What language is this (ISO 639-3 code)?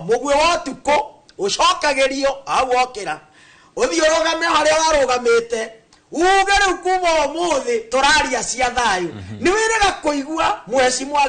kik